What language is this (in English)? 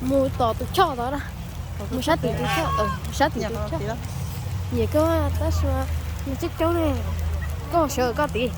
Hmong